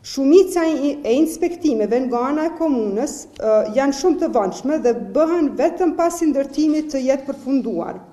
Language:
Albanian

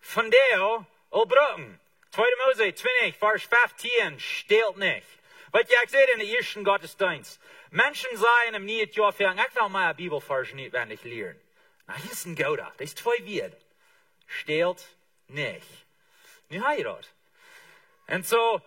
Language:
Plautdietsch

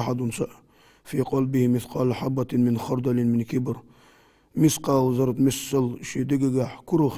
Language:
Ingush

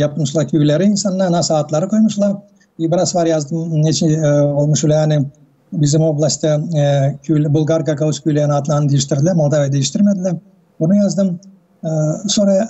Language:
Gagauz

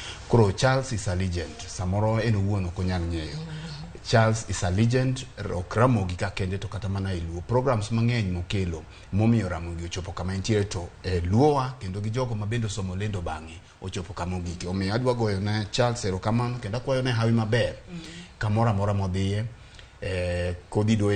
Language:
Luo (Kenya and Tanzania)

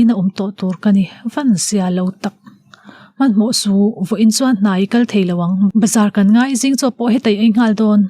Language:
Mizo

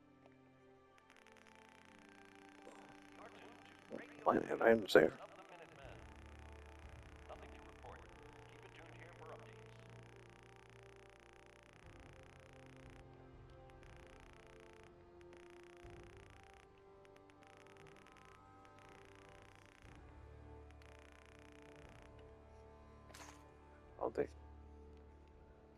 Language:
English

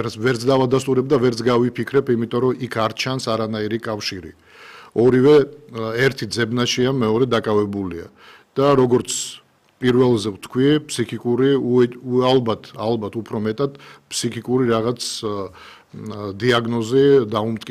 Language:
Georgian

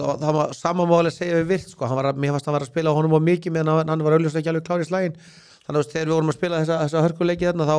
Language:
Icelandic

